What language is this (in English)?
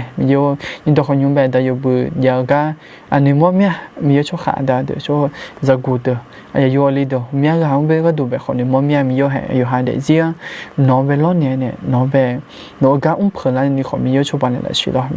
Akha